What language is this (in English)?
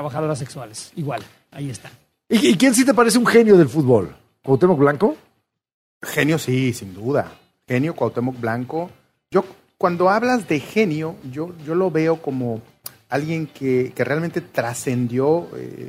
Spanish